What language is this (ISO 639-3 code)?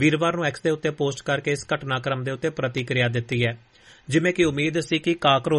pan